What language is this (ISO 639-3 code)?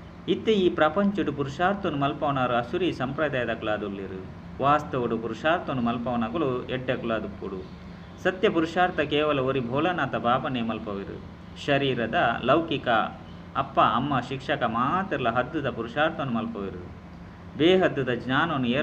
tcy